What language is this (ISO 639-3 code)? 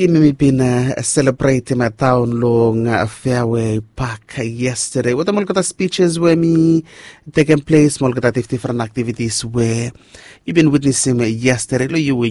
bis